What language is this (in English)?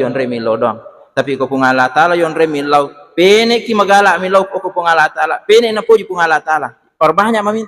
Buginese